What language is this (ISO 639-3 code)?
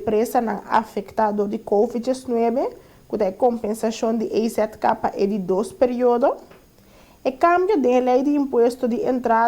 pap